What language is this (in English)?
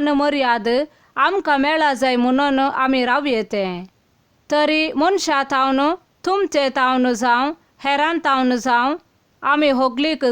Konkani